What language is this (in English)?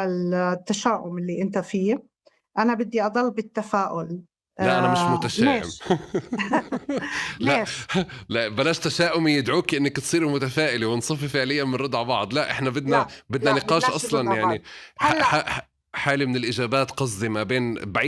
North Levantine Arabic